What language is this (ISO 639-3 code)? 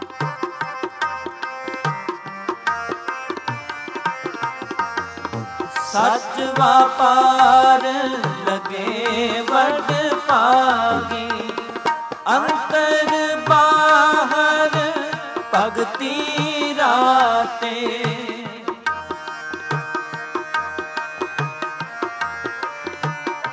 pan